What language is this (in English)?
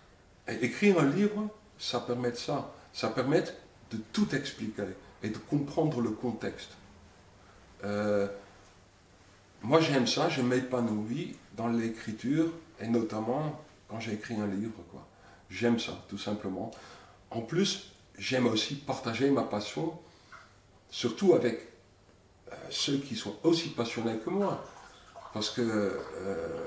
French